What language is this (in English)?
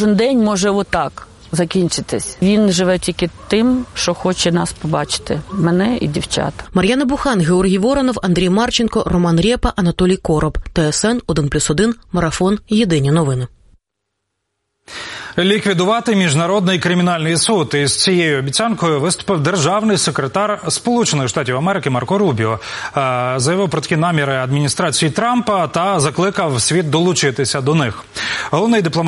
Ukrainian